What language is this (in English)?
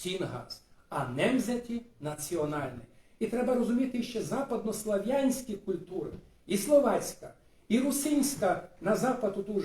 Rusyn